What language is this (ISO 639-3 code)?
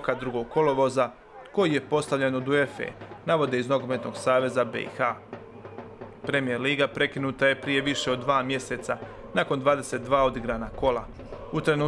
hrv